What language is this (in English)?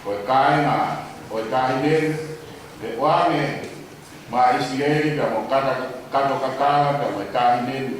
Tongan